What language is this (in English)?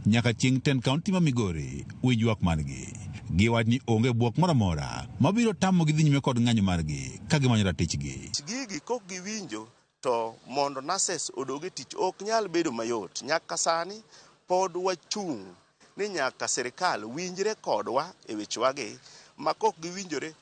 Luo (Kenya and Tanzania)